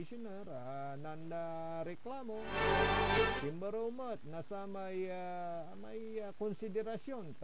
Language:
Pangasinan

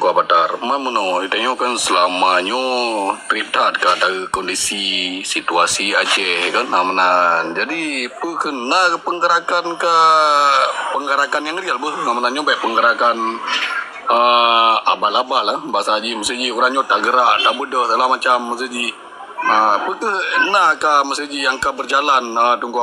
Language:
Achinese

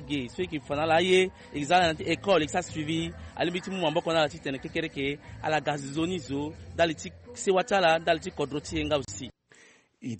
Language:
Sango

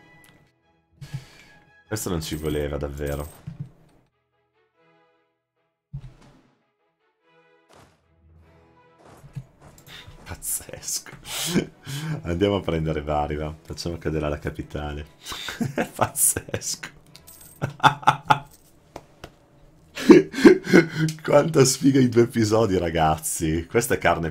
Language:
Italian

